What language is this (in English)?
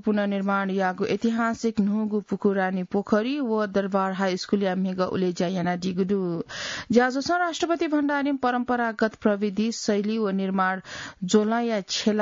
Newari